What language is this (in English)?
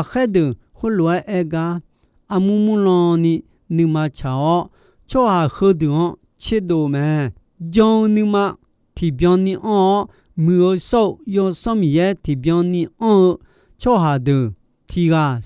Akha